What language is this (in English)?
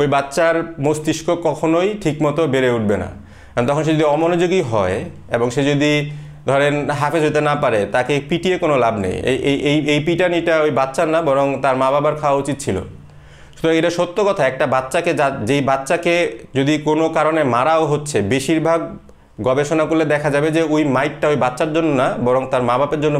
Bangla